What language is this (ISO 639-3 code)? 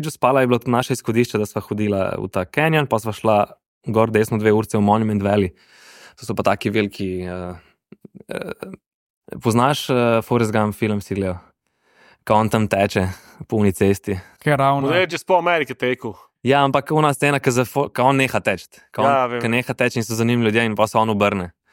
slv